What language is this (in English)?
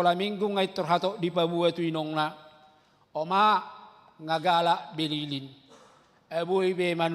Batak Toba